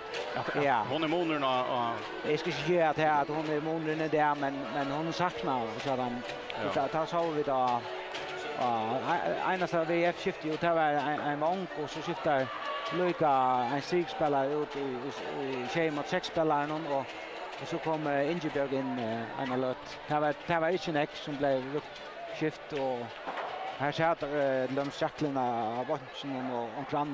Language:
Faroese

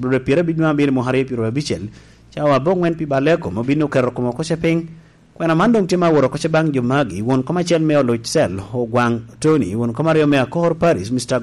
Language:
Lango (Uganda)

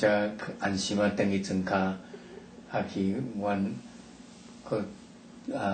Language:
Min Nan Chinese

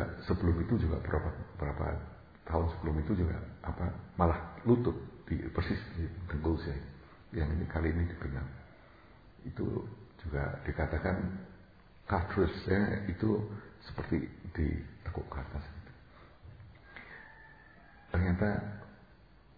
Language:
Indonesian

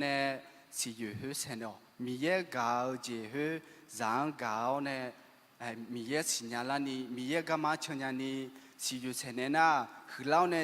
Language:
Akha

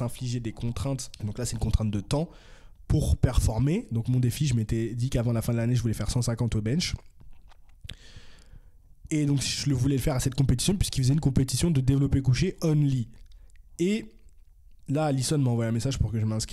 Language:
French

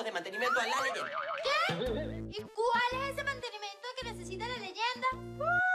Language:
Spanish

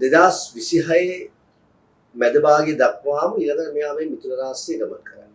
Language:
Sinhala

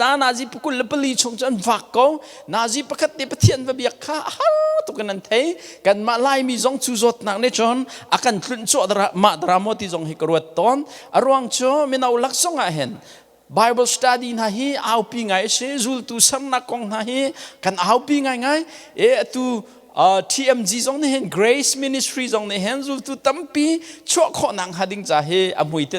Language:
Hakha Chin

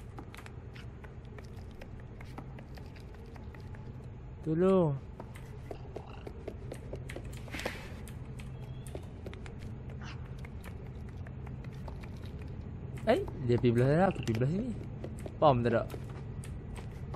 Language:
Malay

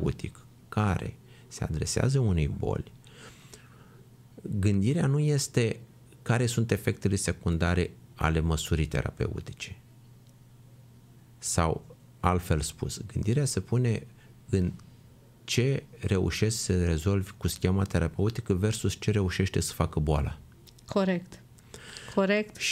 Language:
Romanian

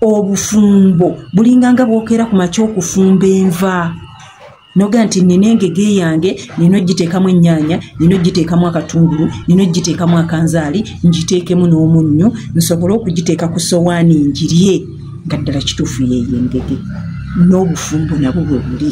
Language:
Ganda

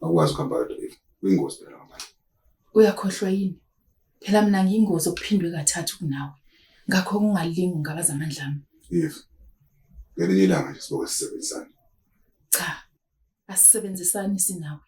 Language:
Zulu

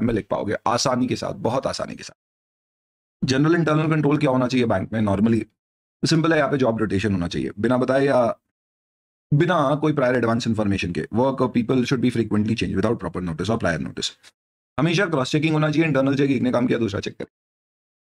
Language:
Hindi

